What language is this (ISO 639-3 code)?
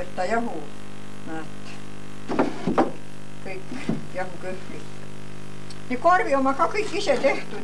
est